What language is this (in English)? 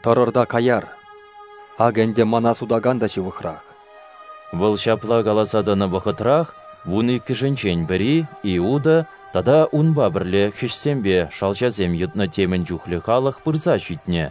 Chuvash